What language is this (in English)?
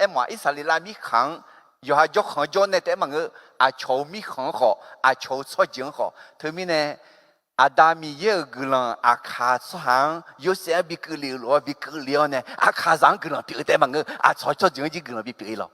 Akha